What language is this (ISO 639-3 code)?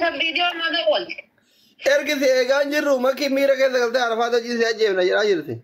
orm